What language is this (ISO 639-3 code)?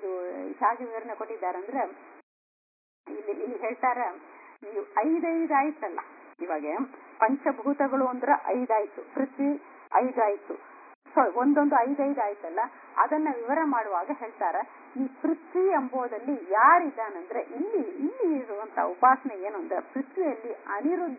kan